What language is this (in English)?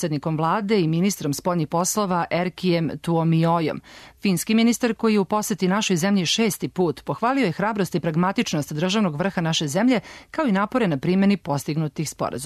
Serbian